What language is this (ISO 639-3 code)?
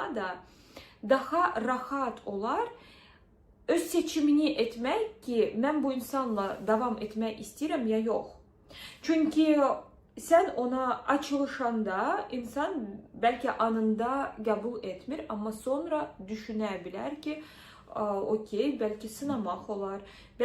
aze